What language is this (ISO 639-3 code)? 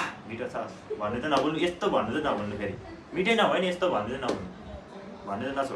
nep